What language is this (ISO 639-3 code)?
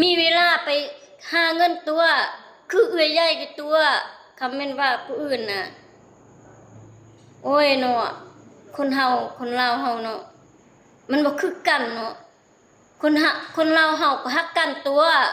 lao